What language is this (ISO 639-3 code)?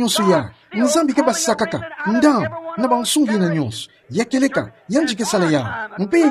ktu